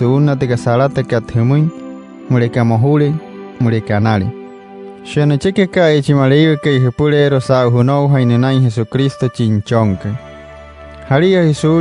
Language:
Wayuu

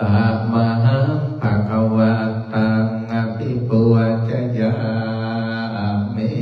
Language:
Pali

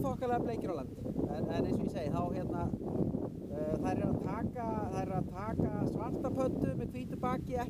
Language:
Icelandic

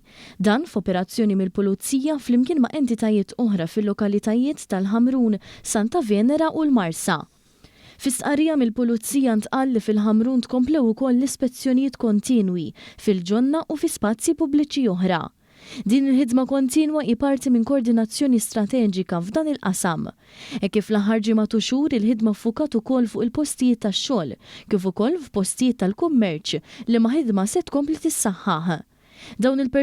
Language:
Maltese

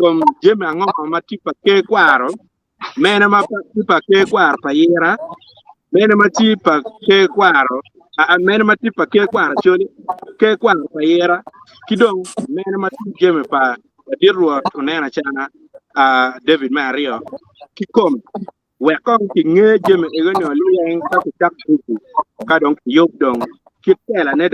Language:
Acoli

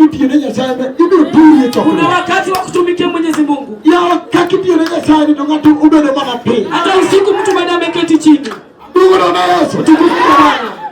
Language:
Luo (Kenya and Tanzania)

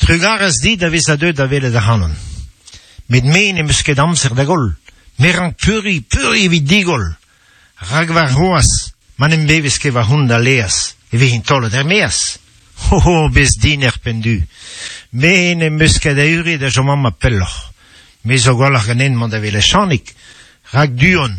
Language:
Breton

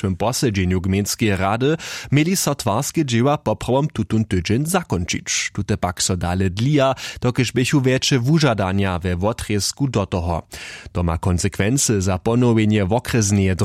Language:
Upper Sorbian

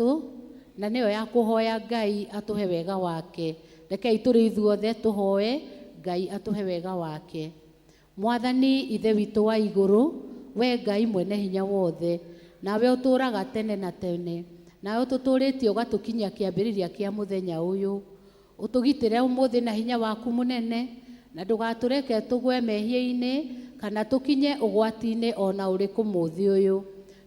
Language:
Kikuyu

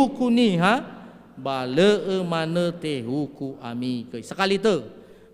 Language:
Nias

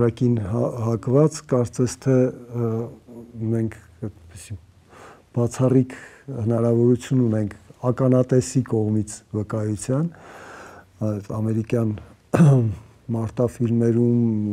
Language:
Armenian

